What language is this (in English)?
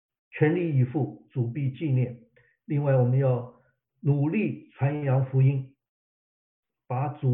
Chinese